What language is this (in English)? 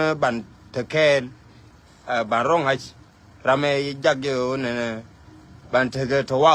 Nuer